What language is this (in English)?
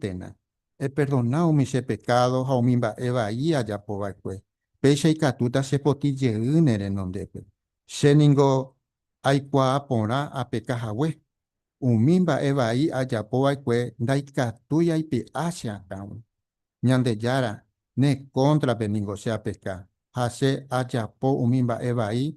Guarani